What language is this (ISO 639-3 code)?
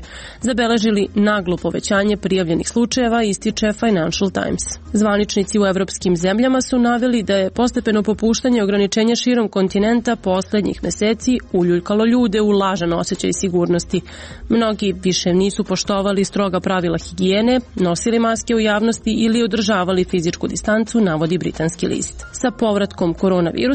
srp